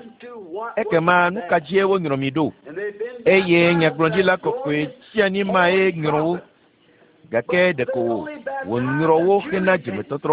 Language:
Ewe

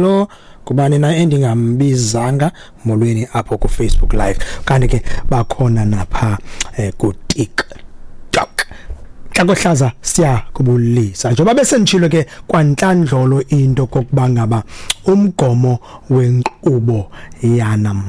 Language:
Xhosa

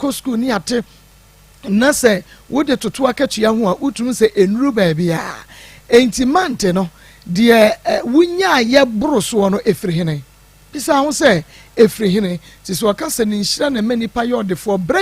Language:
Akan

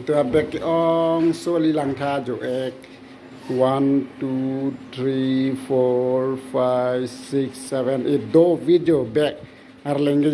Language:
Karbi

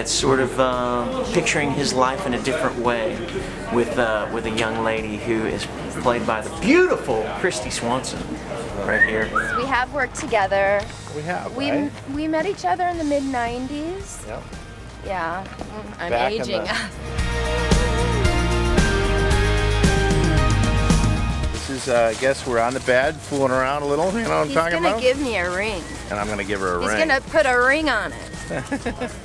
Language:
English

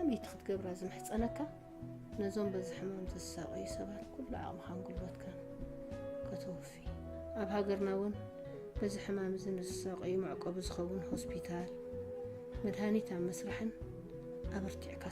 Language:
Tigrinya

